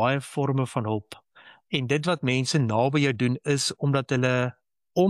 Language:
Afrikaans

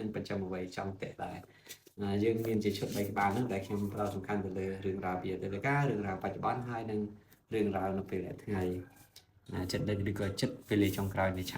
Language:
Khmer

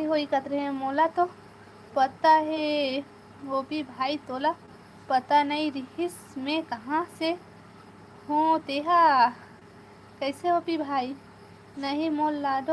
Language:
Chhattisgarhi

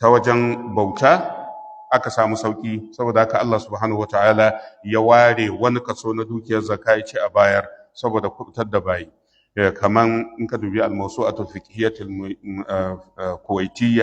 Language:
Hausa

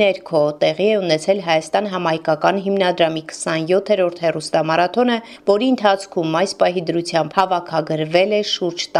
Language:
Armenian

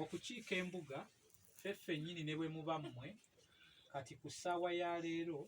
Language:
Ganda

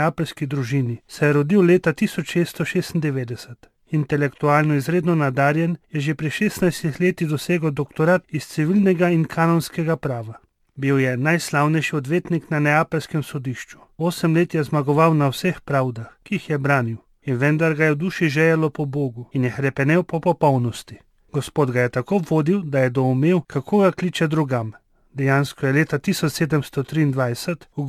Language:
Slovenian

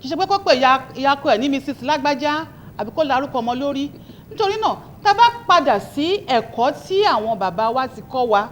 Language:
Yoruba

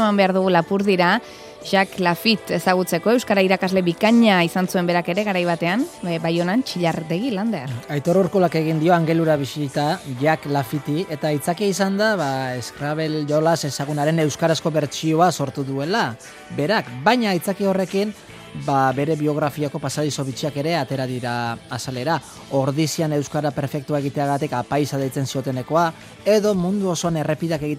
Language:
Basque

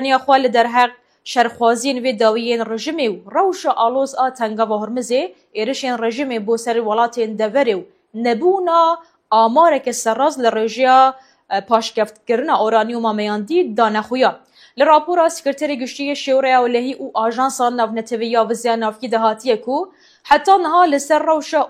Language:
Kurdish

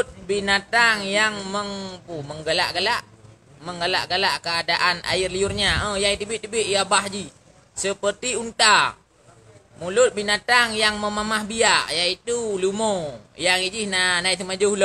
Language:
Achinese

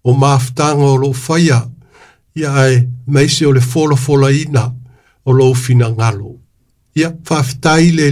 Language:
Samoan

